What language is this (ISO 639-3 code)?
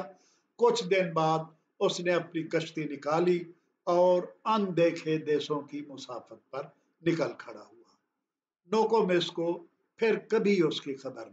urd